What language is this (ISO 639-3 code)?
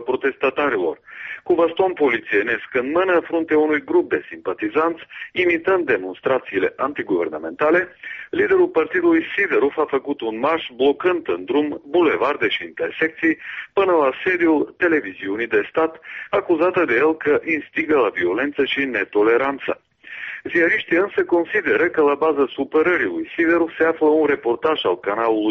ron